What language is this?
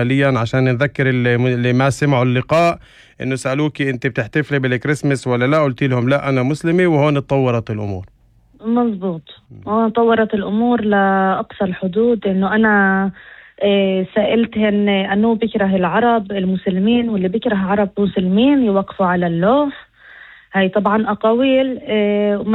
North Levantine Arabic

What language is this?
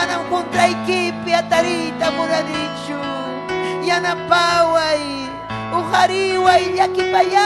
Ayacucho Quechua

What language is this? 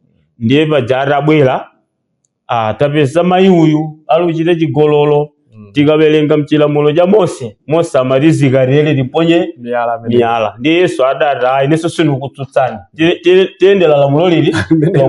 Nyanja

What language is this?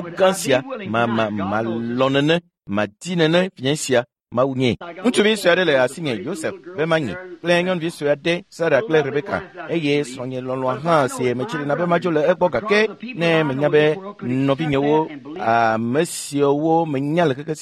Ewe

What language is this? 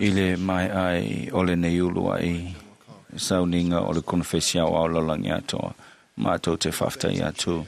Samoan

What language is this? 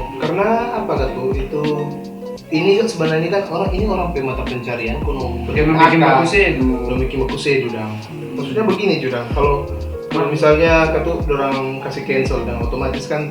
Manado Malay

